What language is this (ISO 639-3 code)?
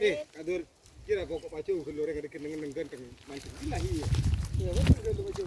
mad